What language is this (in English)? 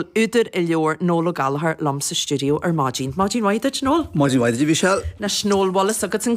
Irish